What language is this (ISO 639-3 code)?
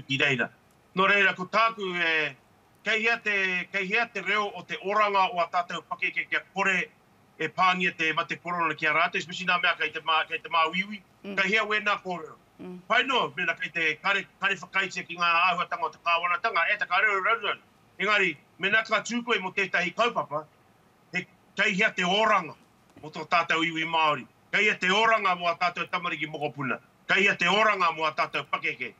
mri